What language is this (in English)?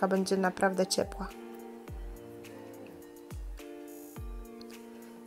Polish